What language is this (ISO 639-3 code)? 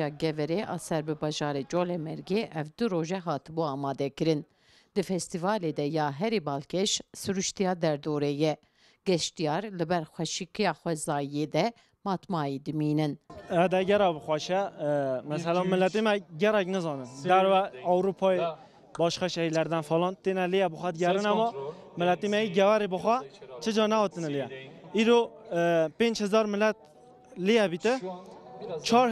kur